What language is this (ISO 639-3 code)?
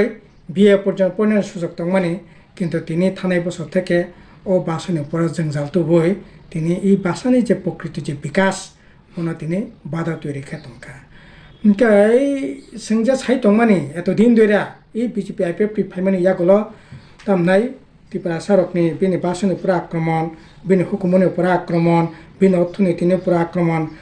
trp